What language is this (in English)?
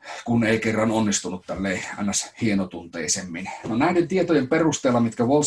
Finnish